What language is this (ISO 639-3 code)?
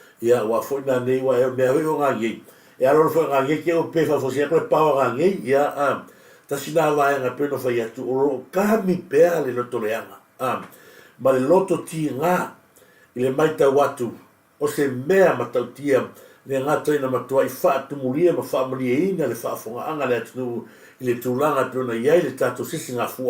smo